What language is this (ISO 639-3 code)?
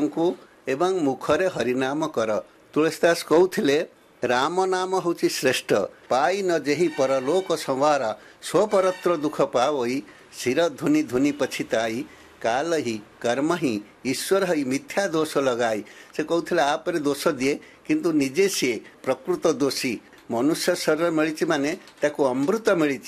ori